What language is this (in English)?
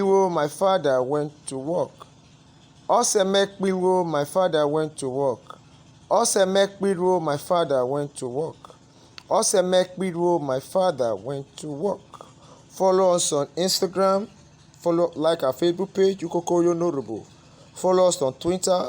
Urhobo